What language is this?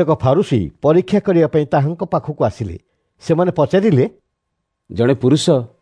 Odia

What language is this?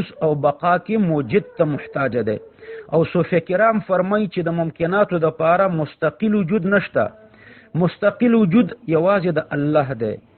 Pashto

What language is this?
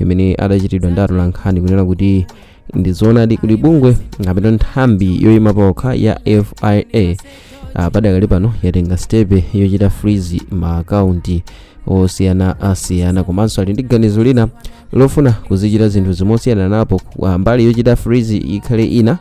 Nyanja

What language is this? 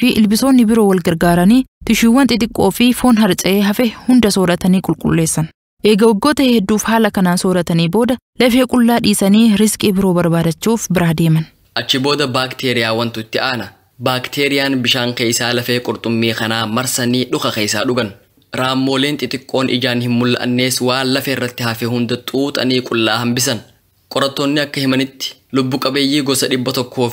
Oromo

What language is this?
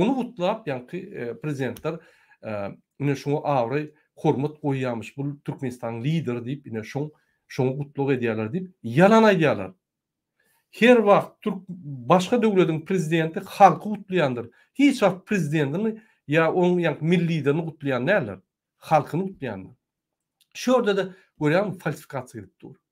Turkmen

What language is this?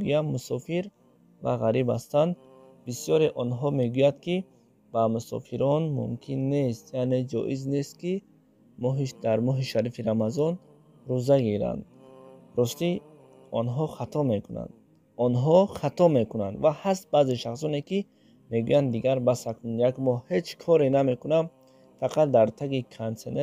Tajik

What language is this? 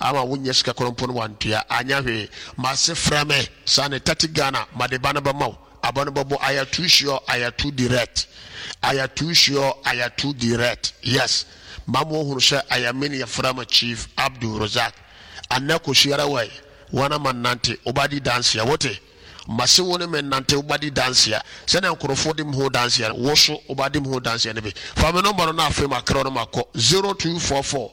Akan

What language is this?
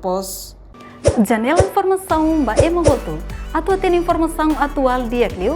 Tetum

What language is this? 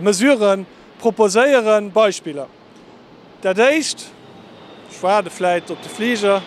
Luxembourgish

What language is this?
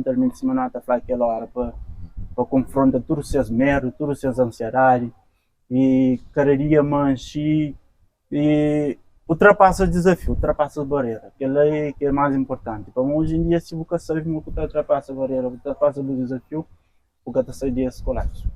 Kabuverdianu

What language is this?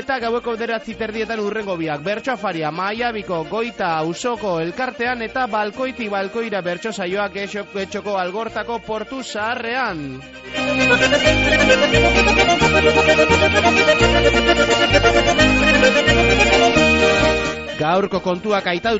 Basque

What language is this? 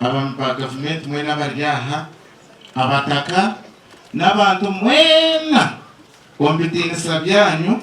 Nyankole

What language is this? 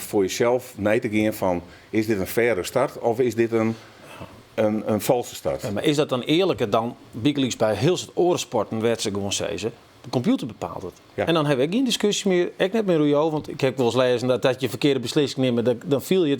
Western Frisian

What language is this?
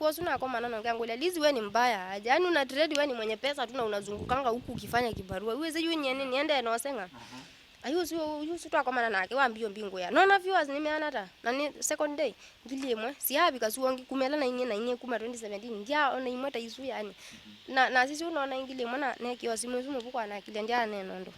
Kamba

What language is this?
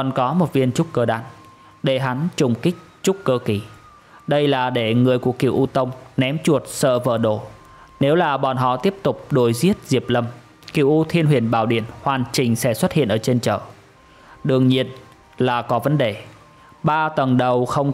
Vietnamese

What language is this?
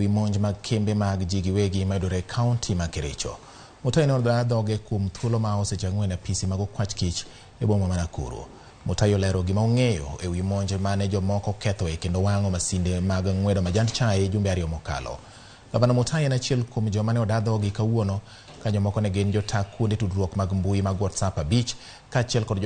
Luo (Kenya and Tanzania)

